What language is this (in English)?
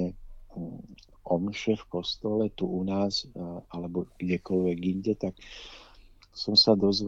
Slovak